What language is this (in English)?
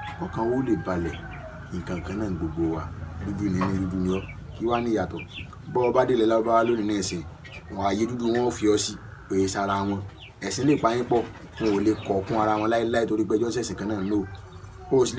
Yoruba